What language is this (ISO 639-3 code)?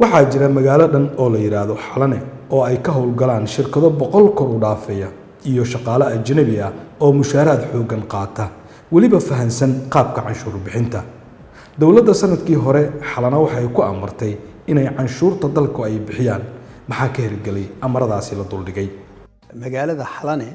som